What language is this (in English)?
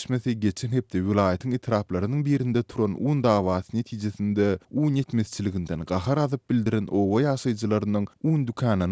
Turkmen